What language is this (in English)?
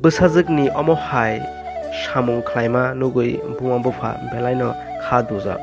Kok Borok